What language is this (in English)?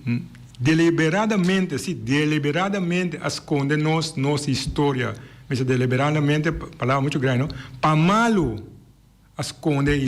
Papiamento